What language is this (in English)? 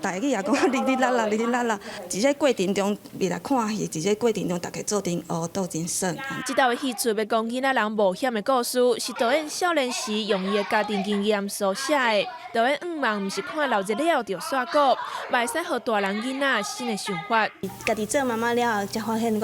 Min Nan Chinese